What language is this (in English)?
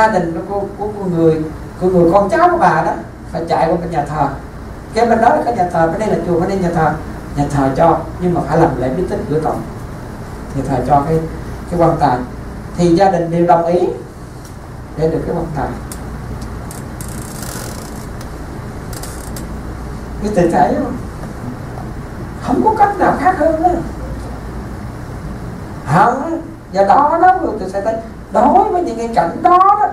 Vietnamese